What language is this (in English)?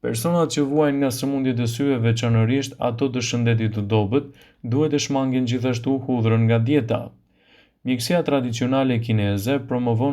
Albanian